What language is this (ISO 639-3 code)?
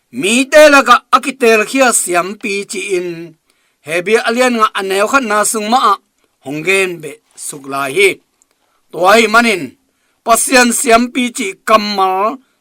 ctd